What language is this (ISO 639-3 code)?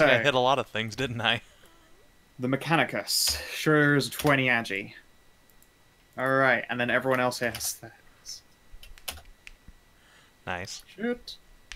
eng